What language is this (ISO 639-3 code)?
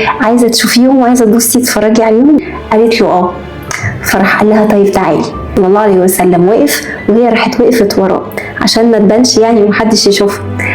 arz